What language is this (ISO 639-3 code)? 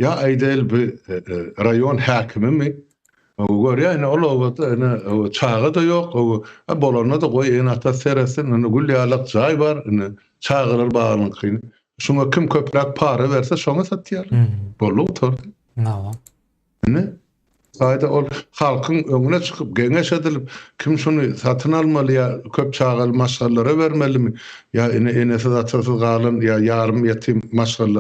tuk